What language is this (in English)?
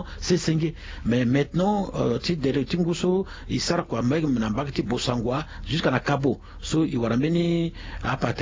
Sango